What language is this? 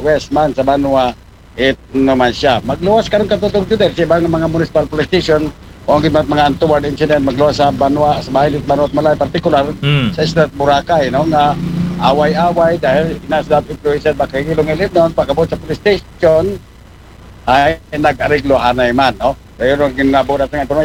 Aklanon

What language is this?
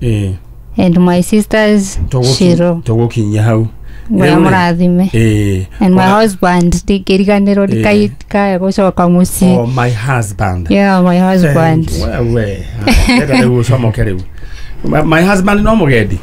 Kikuyu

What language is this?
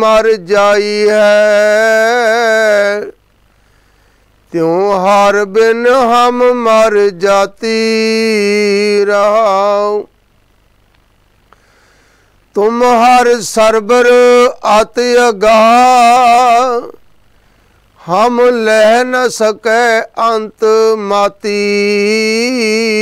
Punjabi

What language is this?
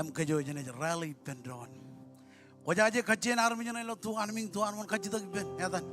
Marshallese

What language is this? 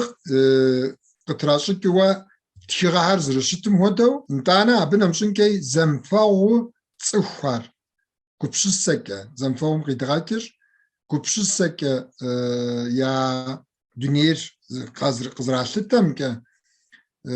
Kabardian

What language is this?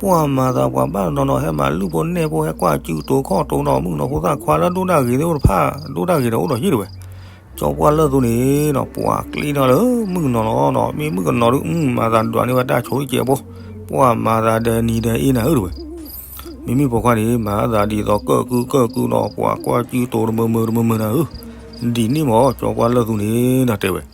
S'gaw Karen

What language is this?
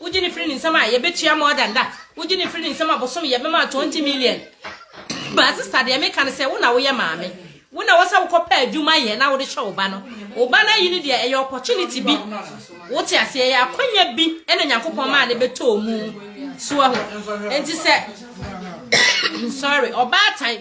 Akan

